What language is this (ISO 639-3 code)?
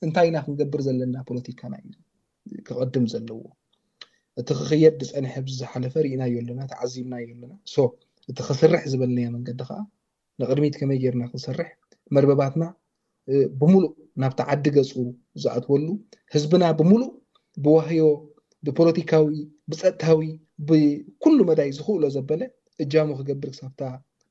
tir